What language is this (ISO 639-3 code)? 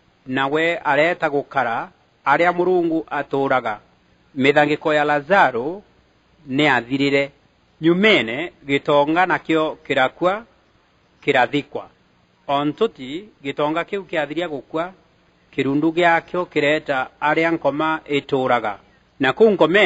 mer